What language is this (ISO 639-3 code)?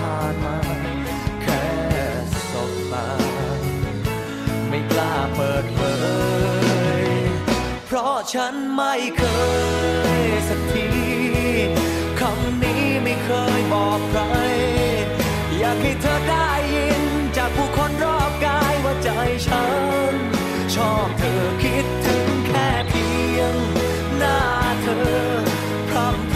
tha